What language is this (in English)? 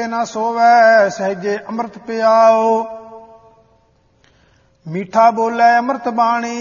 Punjabi